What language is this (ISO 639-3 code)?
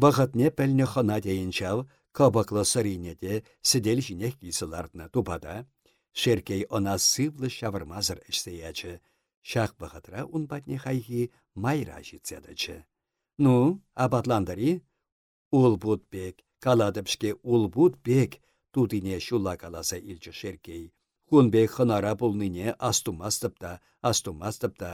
chv